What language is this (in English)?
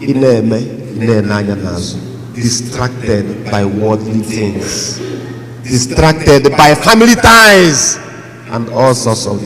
Igbo